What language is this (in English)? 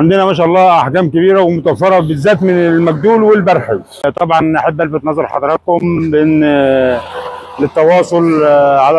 Egyptian Arabic